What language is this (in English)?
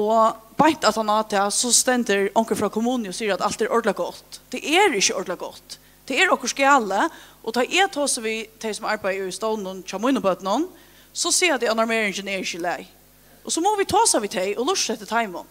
Faroese